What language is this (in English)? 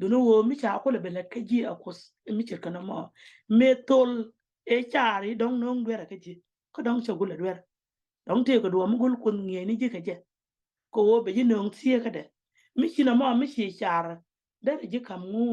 Nuer